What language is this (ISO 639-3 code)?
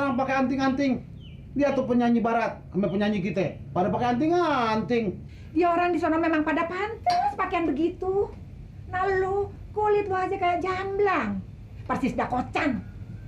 bew